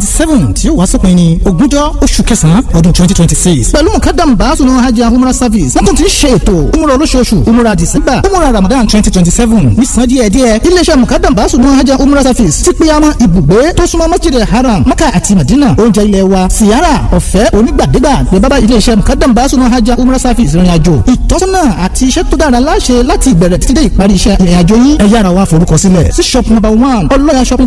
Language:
Yoruba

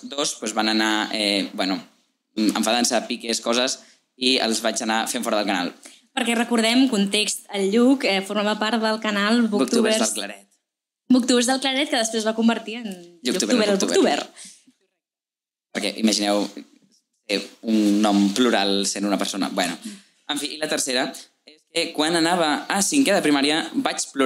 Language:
Catalan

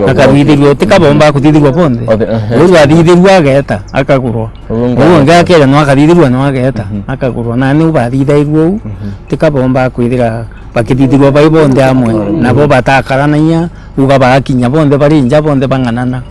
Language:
Meru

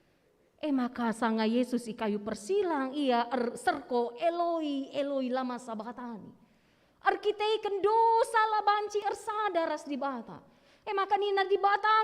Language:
Batak Karo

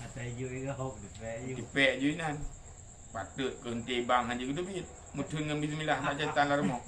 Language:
Achinese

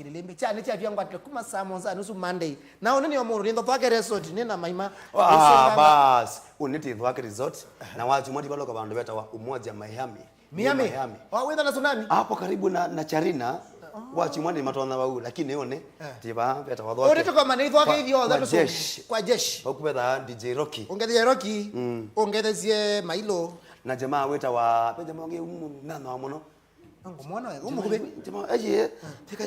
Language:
Kamba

